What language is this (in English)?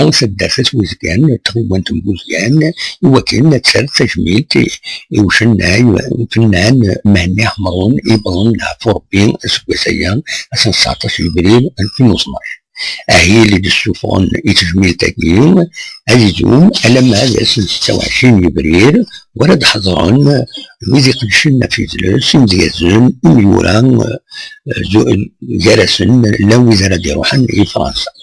Kabyle